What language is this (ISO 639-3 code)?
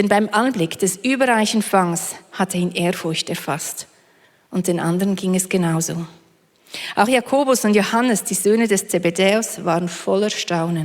gsw